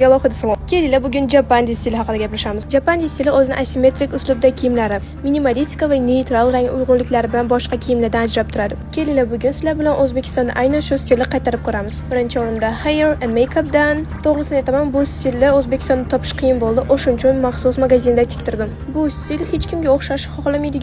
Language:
Uzbek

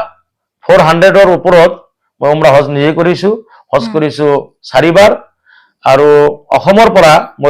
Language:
Assamese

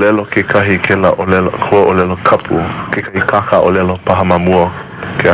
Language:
Hawaiian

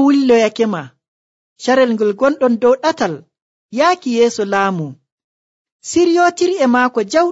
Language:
Nigerian Fulfulde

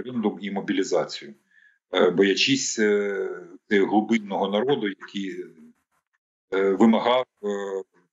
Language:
Ukrainian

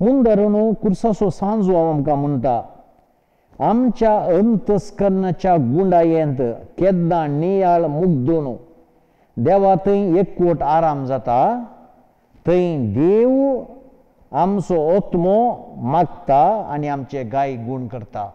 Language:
Konkani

